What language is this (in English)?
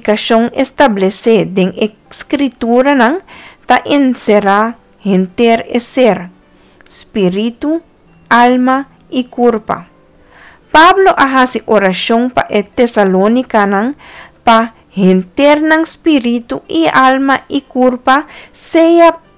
Papiamento